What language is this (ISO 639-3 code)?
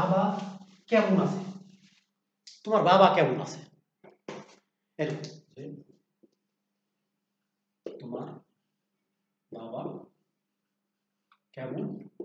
ben